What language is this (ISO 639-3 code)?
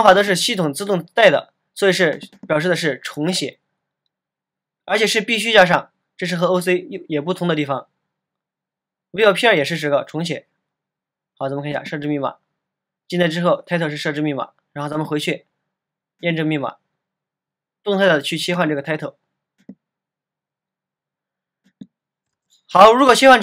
zho